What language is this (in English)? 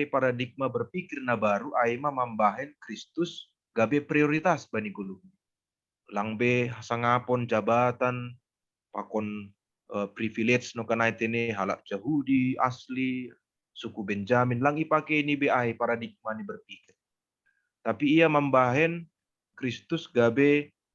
Batak Simalungun